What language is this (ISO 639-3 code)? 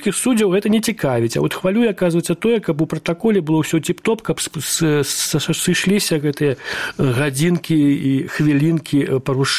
bel